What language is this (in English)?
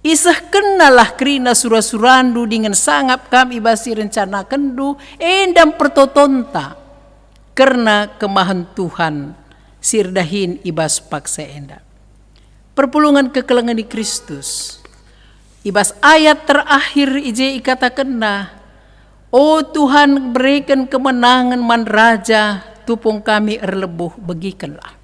Batak Karo